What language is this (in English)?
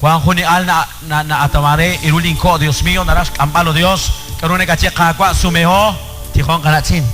Kekchí